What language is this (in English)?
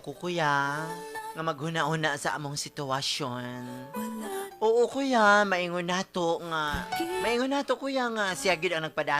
Cebuano